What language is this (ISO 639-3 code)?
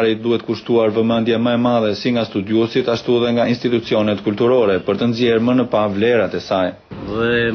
sqi